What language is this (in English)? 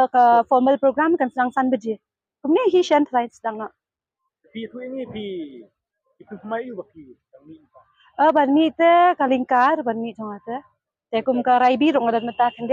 Khasi